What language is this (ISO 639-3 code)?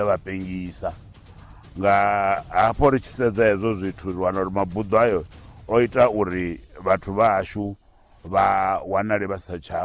ven